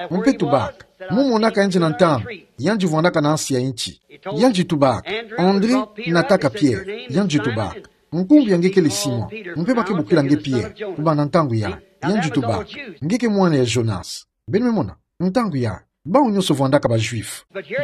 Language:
Kituba (Democratic Republic of Congo)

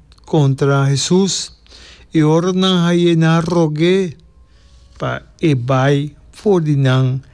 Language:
Papiamento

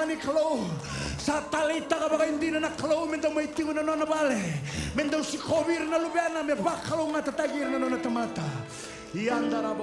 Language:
Fijian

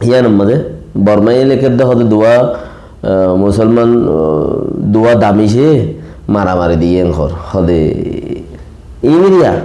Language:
Rohingya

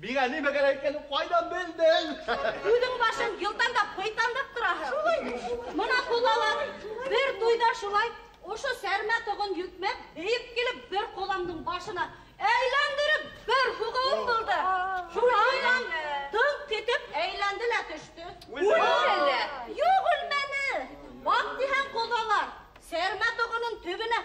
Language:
Bashkir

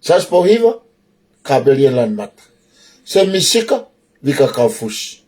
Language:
Tongan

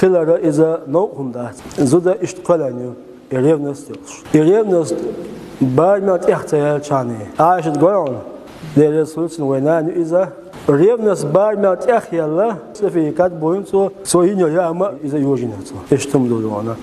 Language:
Chechen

